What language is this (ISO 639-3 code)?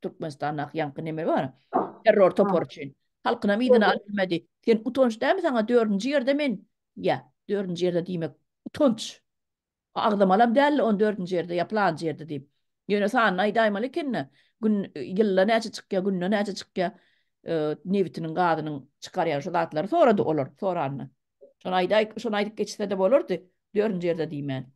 tuk